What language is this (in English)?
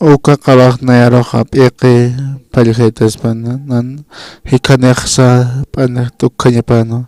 Aymara